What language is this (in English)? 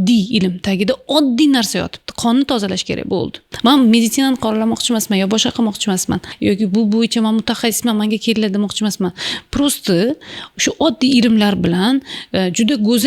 Uzbek